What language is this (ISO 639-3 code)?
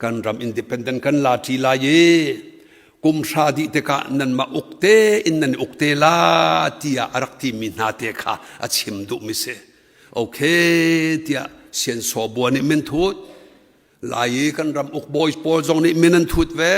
cnh